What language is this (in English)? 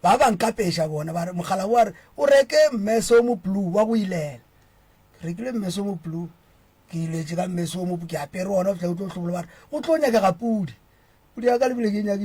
Northern Sotho